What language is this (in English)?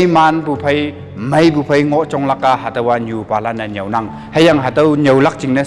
Konyak Naga